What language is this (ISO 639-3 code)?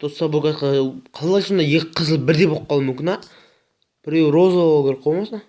kaz